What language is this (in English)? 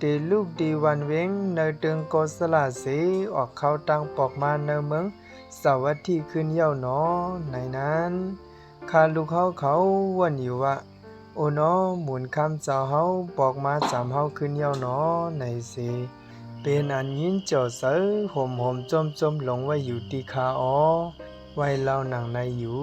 Shan